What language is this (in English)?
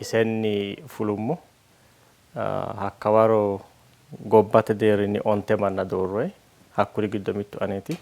Sidamo